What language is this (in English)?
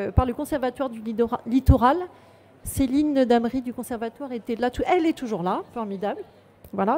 French